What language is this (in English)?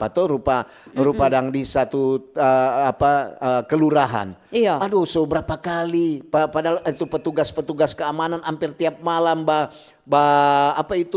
Manado Malay